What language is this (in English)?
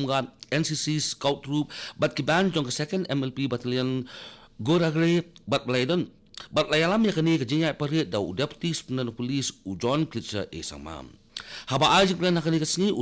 Khasi